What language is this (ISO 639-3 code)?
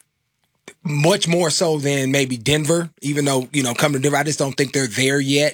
eng